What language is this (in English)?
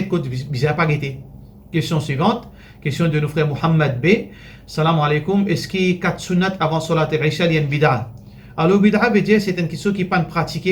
Morisyen